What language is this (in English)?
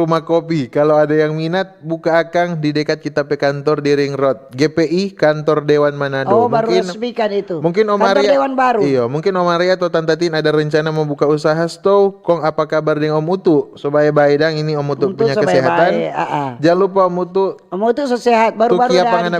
Manado Malay